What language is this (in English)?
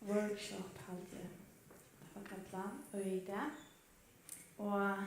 Faroese